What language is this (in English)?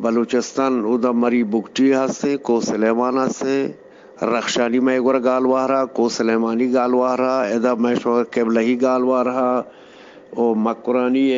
Eastern Balochi